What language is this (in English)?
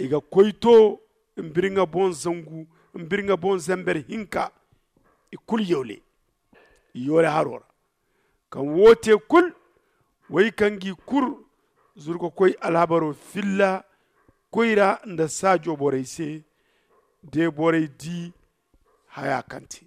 Zarma